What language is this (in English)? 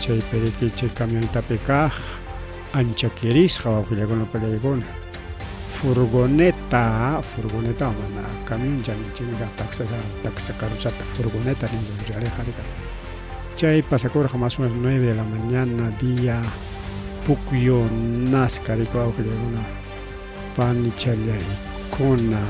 Ayacucho Quechua